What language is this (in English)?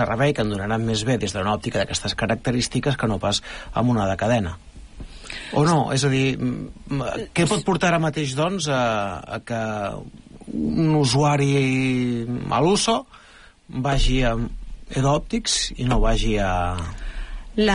Catalan